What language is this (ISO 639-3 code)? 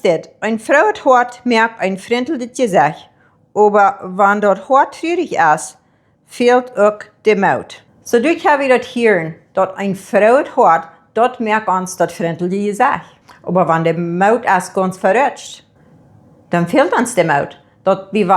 pdt